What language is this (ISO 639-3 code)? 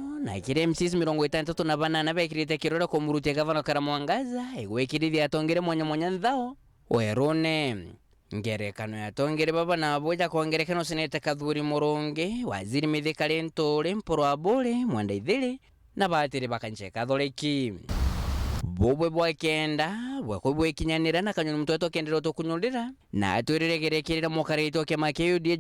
mer